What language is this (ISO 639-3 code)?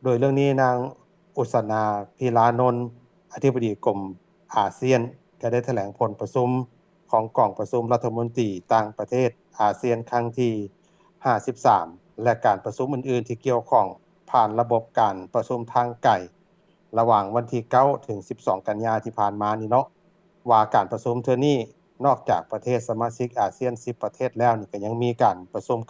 lao